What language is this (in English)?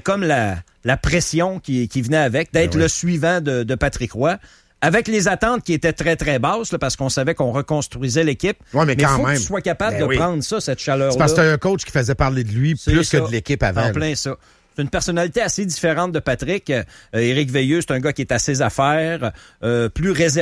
French